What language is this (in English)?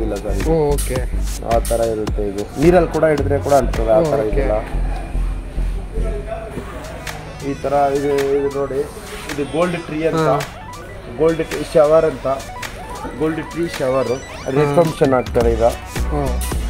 Kannada